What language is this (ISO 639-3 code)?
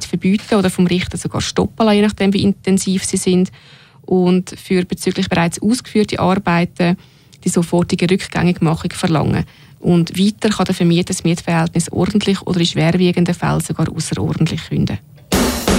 deu